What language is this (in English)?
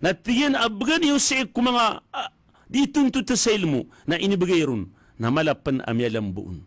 Maranao